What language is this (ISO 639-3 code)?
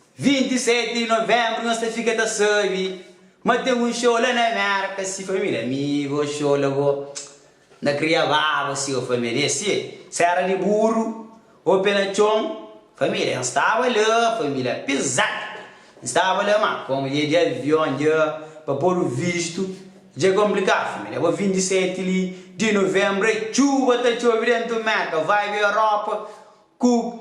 kea